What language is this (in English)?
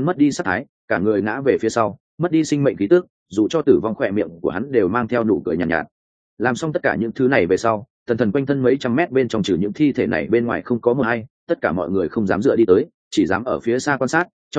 Vietnamese